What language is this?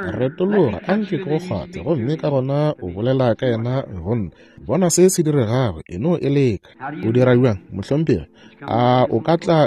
Northern Sotho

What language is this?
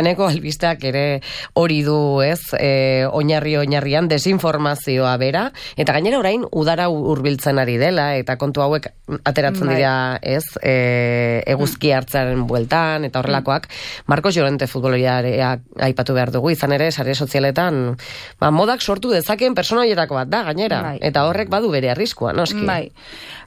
Basque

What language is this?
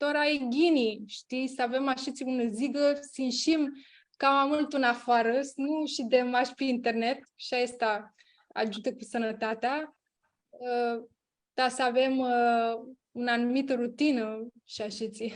Aromanian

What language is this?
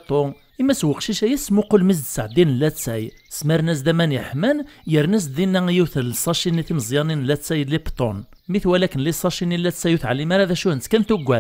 Kabyle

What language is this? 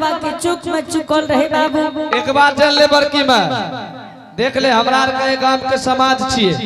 Angika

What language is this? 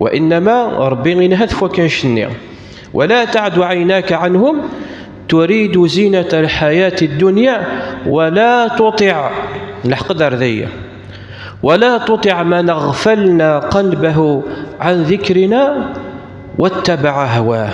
Kabyle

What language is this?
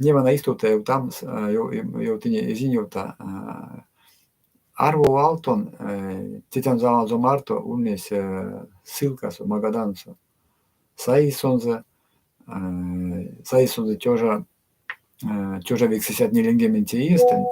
Erzya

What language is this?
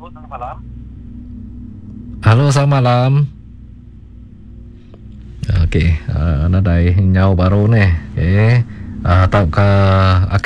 Iban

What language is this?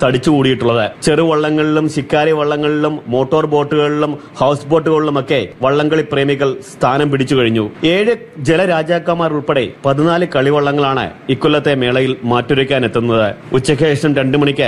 Malayalam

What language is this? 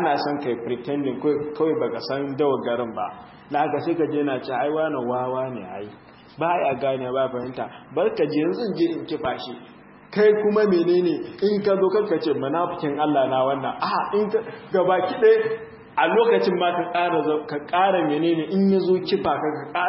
Hausa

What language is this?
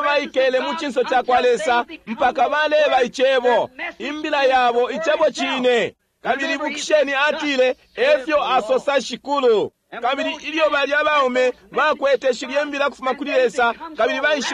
Bemba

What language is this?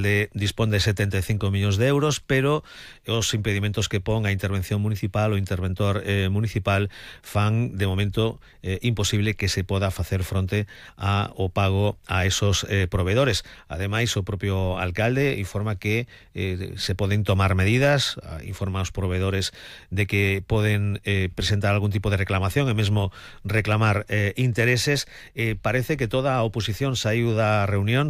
Galician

